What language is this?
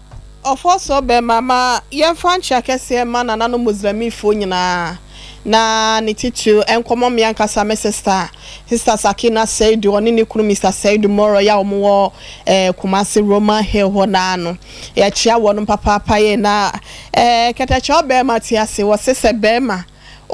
Akan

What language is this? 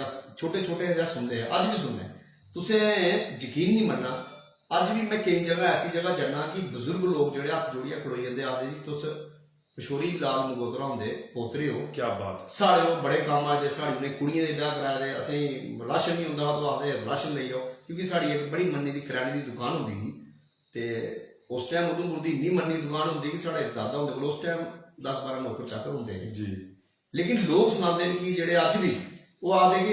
Dogri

